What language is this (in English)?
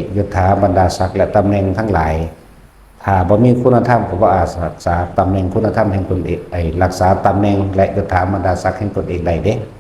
Lao